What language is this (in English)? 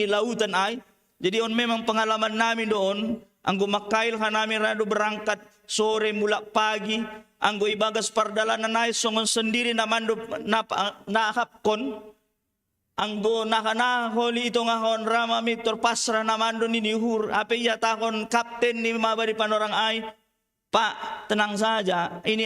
Batak Simalungun